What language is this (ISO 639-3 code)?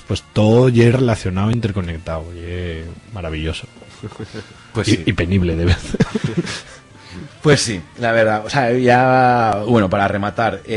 arg